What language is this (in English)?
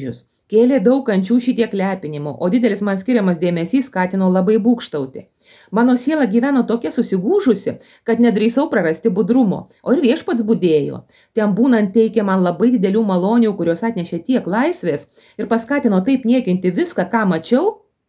Lithuanian